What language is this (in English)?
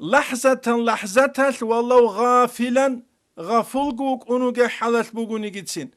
Avaric